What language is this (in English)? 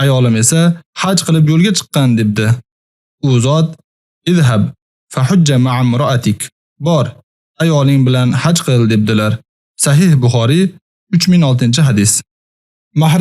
Uzbek